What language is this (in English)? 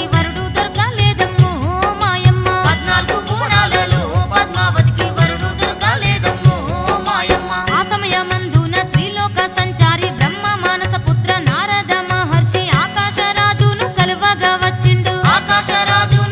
Telugu